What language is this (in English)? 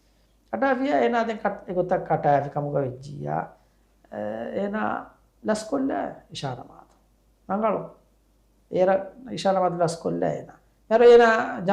Divehi